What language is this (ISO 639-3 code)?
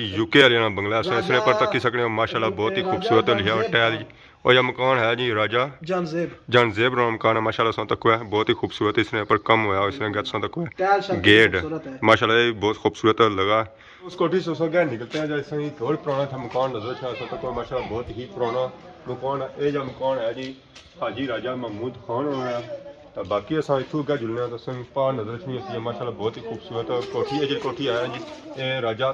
phr